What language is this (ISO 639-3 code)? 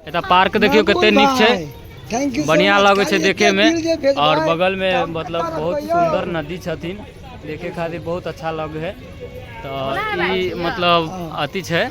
mai